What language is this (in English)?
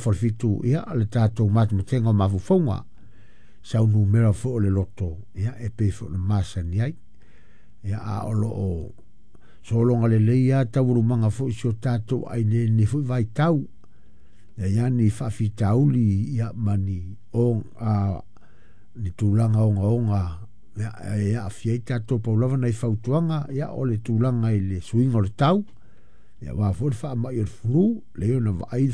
Samoan